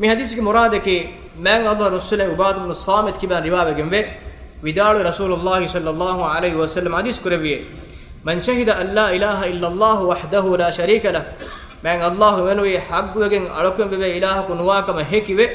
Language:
Divehi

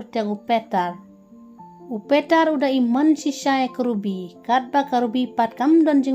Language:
Khasi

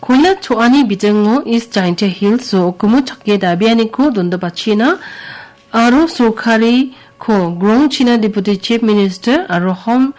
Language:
Garo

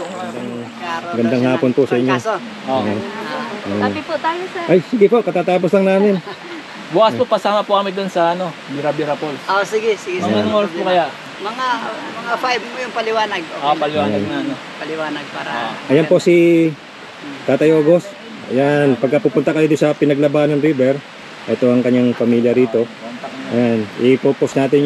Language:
Filipino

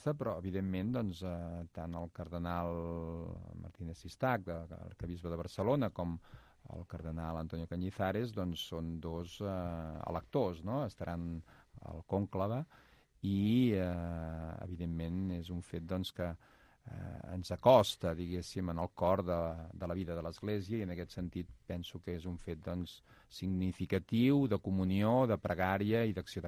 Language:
Catalan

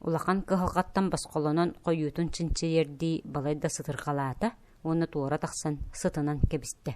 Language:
Yakut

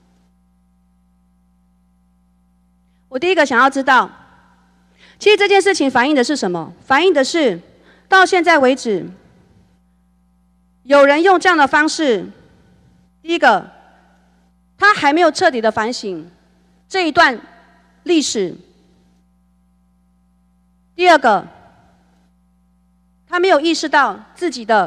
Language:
Chinese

